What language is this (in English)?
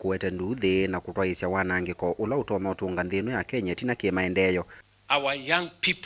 Kamba